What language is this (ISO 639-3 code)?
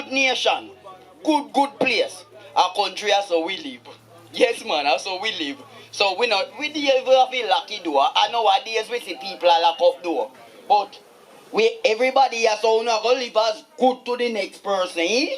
jam